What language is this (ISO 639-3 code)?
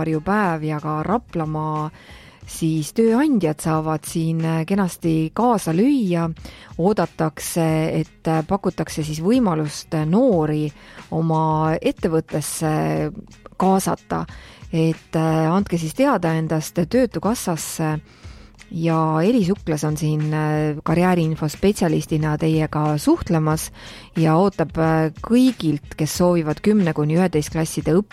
est